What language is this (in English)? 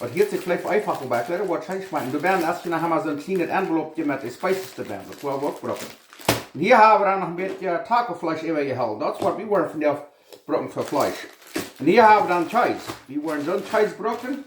Plautdietsch